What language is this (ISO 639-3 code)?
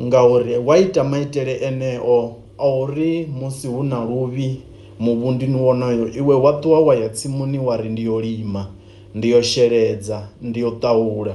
ven